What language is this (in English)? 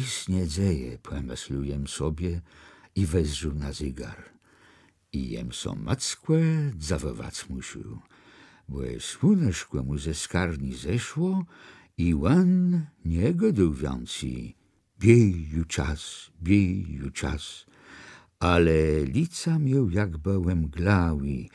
Kashubian